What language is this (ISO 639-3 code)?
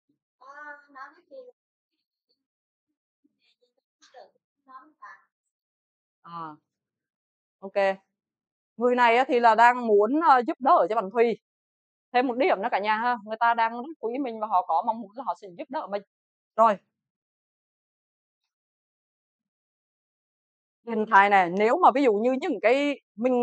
vie